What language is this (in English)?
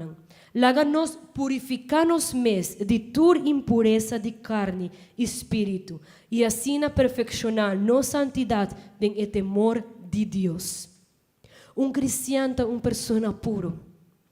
Papiamento